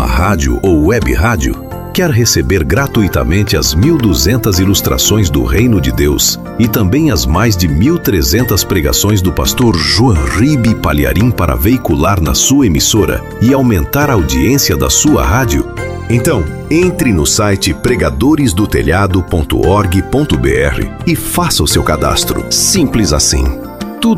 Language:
Portuguese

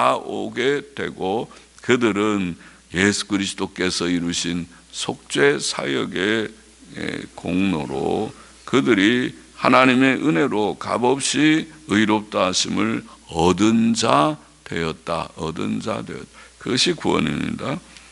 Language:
Korean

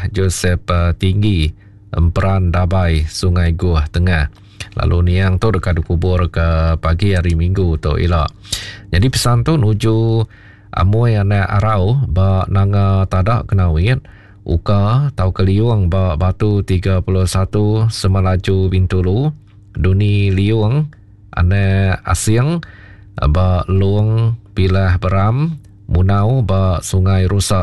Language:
Iban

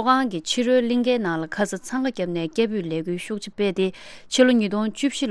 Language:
Tibetan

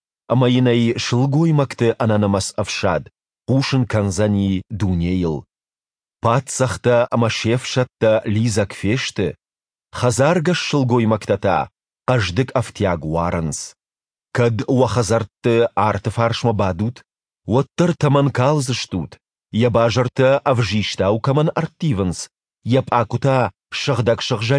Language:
Ossetic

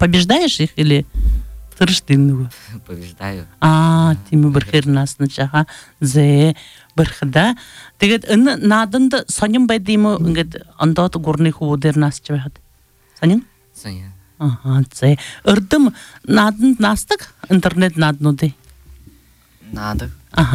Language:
Buriat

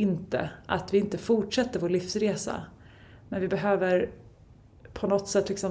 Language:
Swedish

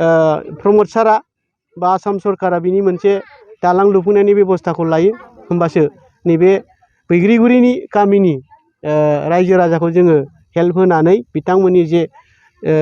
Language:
Bodo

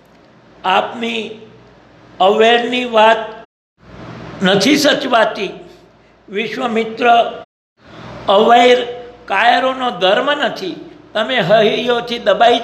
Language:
Gujarati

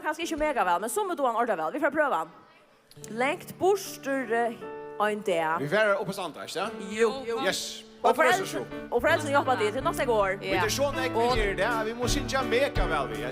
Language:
Faroese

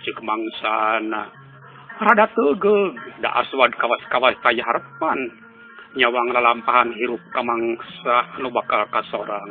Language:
Sundanese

